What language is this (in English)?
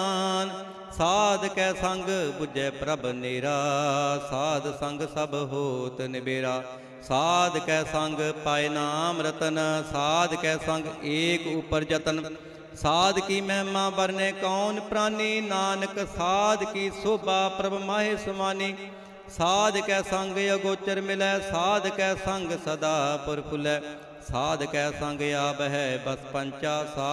Punjabi